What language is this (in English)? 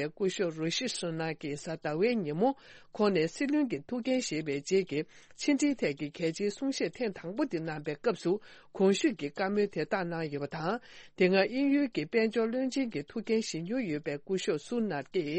Tibetan